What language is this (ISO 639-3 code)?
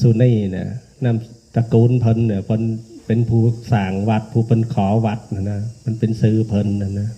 tts